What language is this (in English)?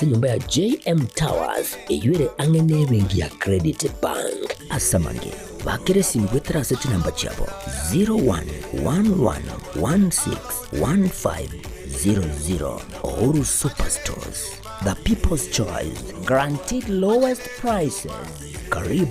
Gusii